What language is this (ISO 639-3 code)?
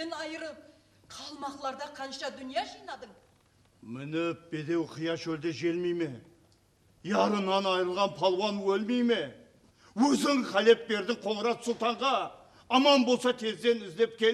kaa